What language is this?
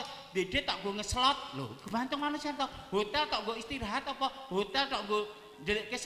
Javanese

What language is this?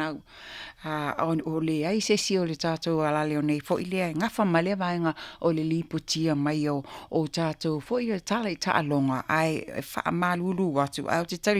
Samoan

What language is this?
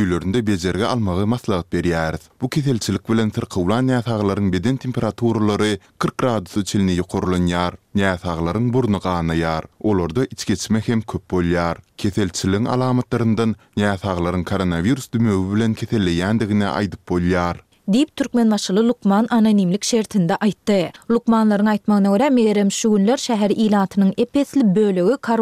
Turkmen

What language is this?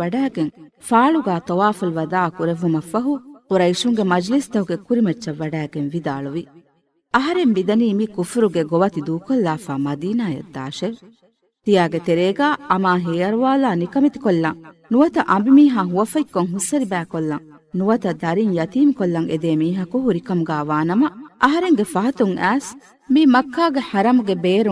Divehi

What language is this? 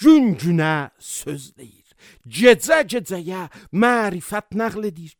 Azerbaijani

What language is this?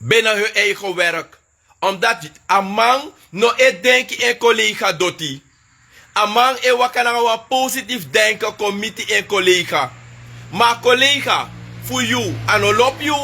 Sranan Tongo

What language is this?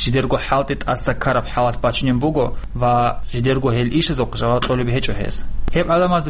Avaric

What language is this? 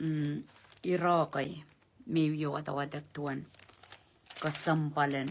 Pohnpeian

